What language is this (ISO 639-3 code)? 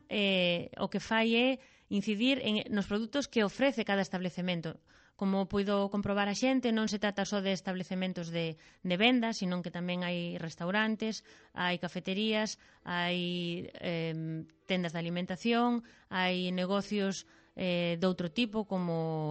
glg